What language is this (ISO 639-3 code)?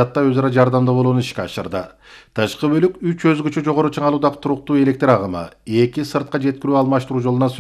kir